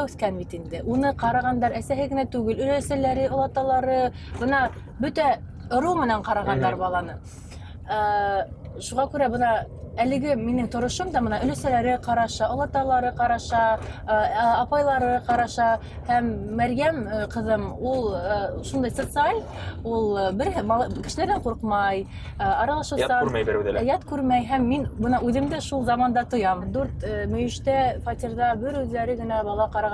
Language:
Bashkir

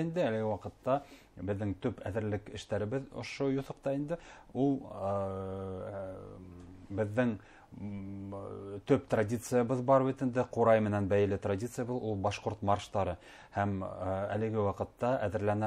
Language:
Bashkir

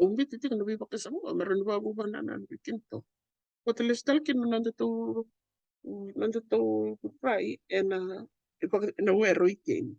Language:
Fijian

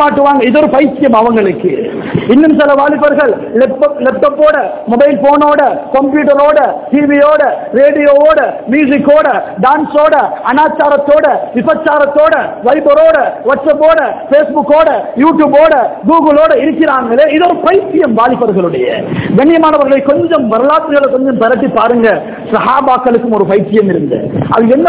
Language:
Tamil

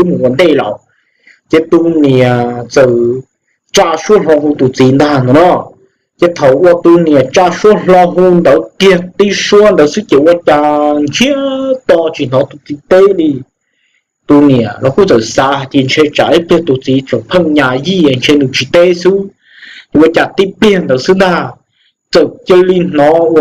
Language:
Hmong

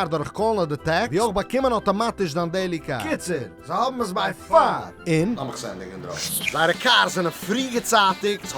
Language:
Yiddish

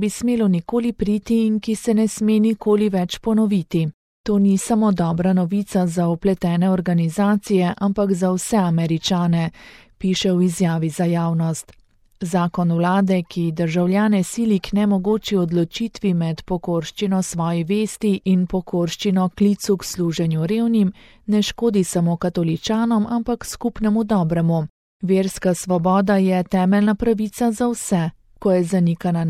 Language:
Slovenian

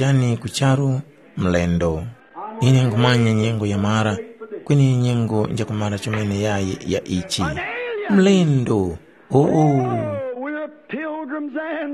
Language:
Tumbuka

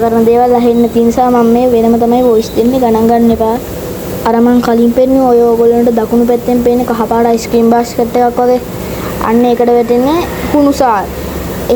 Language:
Sinhala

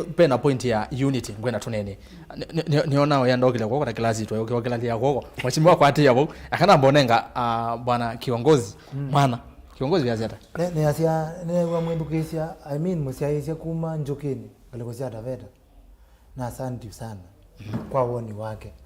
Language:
Kamba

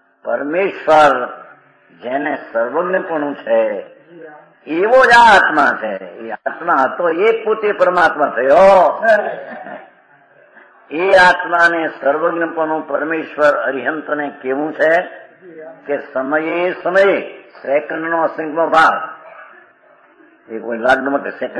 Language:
Gujarati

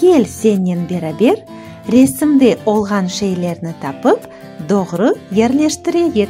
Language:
Crimean Tatar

